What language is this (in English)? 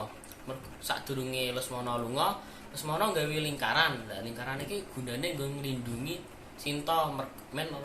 Javanese